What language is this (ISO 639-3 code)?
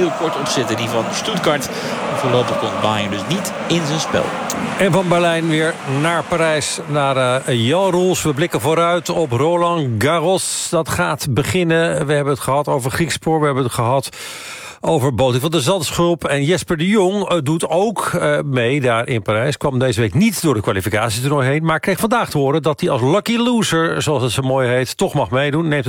nld